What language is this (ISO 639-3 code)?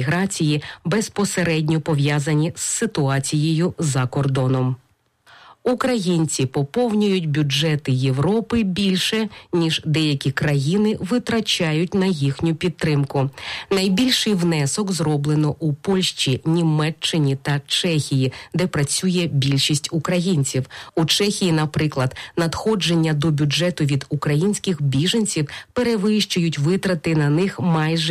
ukr